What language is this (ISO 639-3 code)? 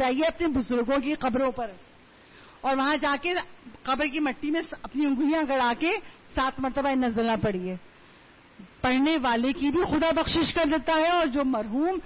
urd